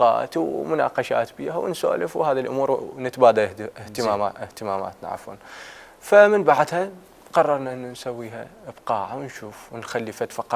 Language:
Mesopotamian Arabic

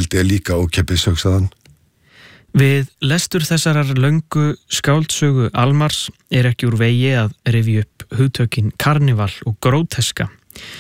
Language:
Icelandic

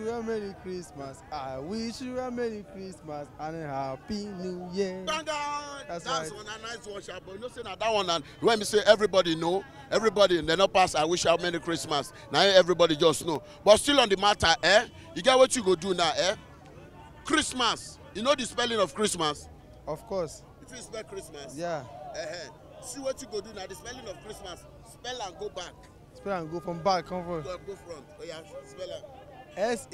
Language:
Nigerian Pidgin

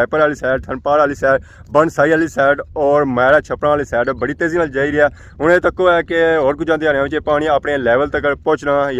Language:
Pahari-Potwari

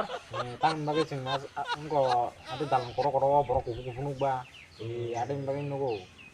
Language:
Kok Borok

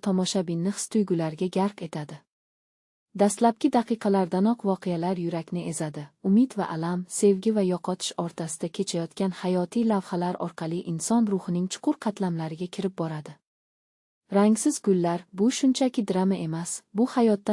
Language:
Uzbek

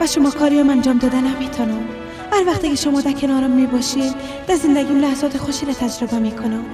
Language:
Persian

